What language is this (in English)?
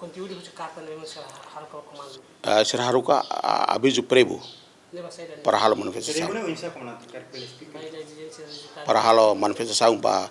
Tetum